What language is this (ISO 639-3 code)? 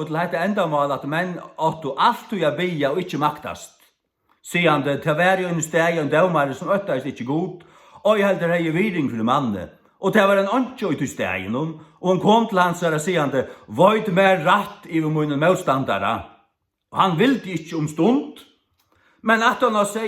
fao